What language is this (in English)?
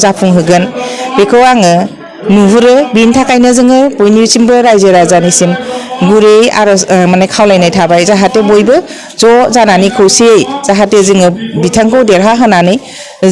Bodo